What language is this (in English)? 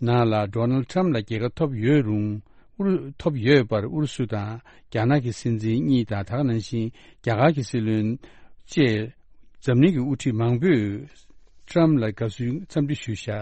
Tibetan